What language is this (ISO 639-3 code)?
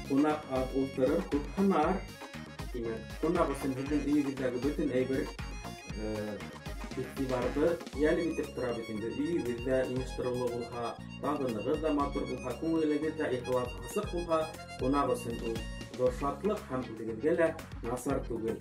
bak